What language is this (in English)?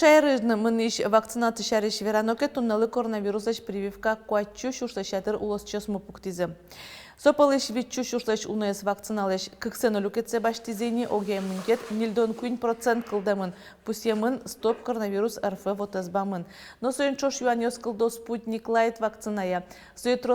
Udmurt